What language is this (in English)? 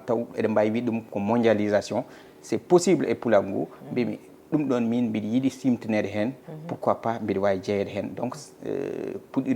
Fula